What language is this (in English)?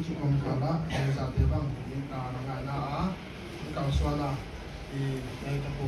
Paite Chin